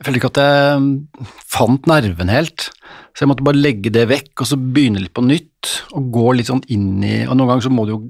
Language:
Norwegian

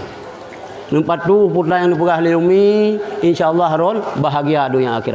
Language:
Achinese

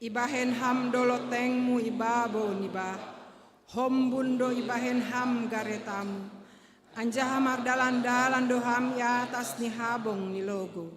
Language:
Batak Simalungun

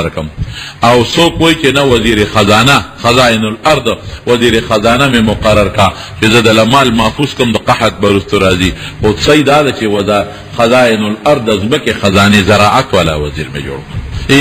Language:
Pashto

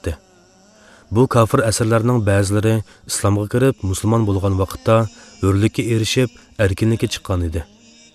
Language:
Uyghur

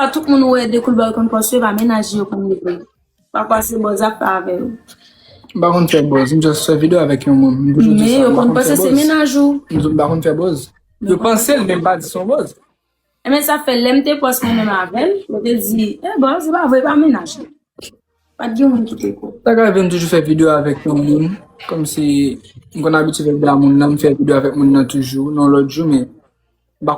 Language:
Haitian Creole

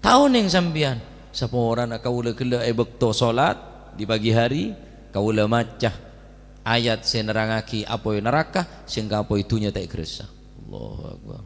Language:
Madurese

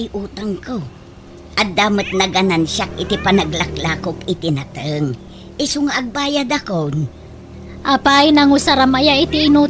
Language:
Iloko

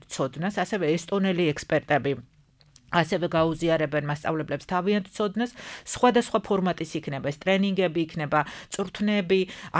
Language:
Georgian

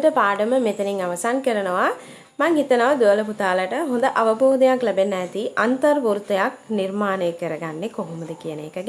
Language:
Sinhala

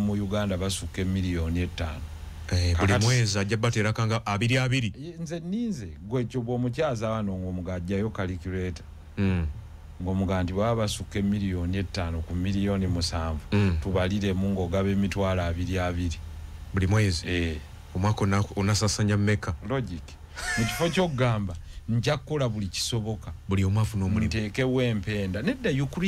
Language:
Ganda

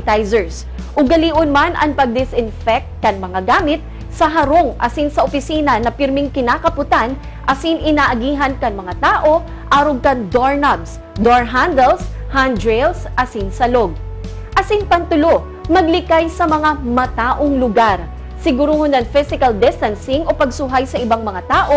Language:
Bikol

